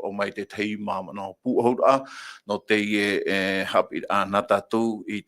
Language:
Tahitian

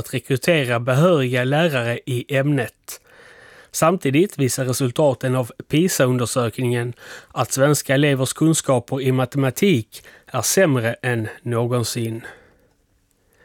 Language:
Swedish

